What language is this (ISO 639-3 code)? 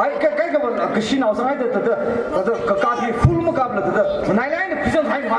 nmf